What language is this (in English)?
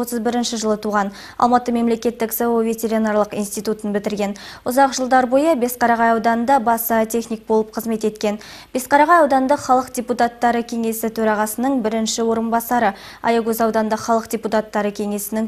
Kazakh